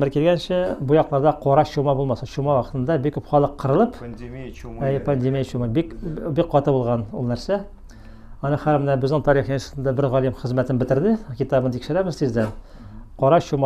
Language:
Tatar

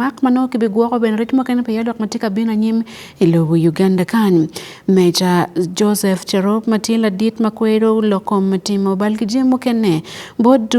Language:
Acoli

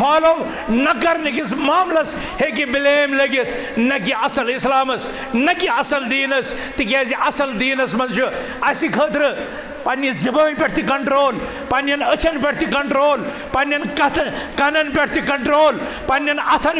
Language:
Kashmiri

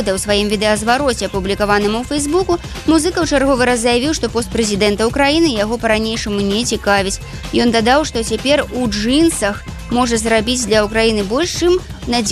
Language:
Belarusian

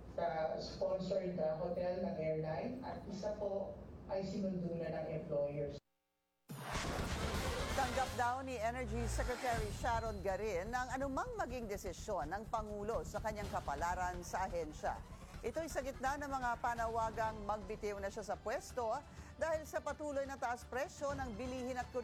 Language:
Filipino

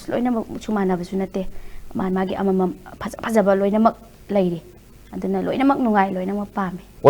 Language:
Manipuri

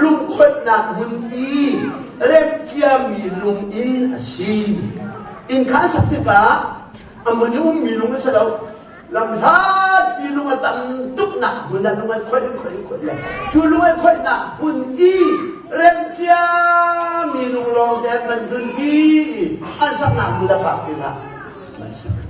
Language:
Hakha Chin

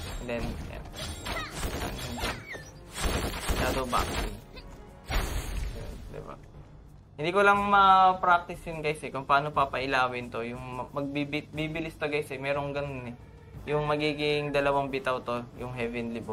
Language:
Filipino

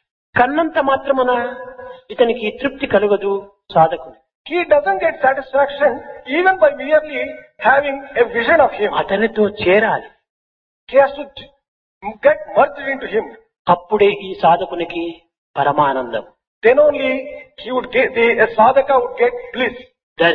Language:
Telugu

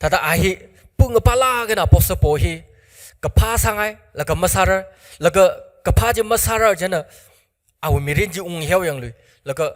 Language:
Tangkhul Naga (India)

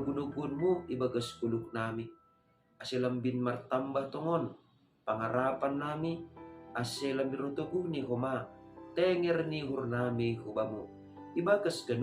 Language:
Batak Simalungun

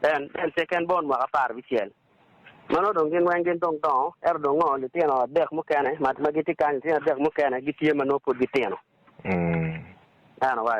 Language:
Acoli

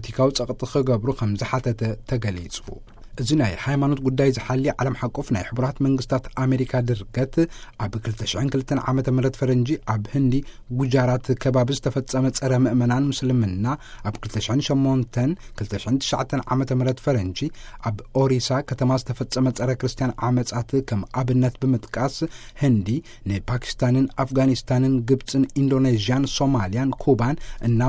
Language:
Tigrinya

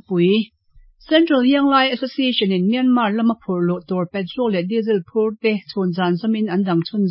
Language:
Mizo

